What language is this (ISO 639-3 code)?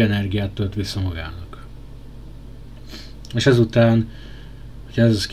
hun